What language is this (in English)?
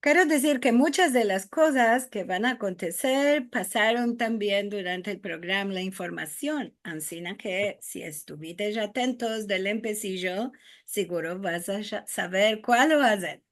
Ladino